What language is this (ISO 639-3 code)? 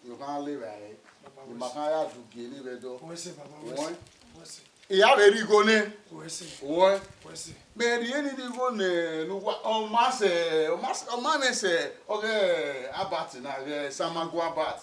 bin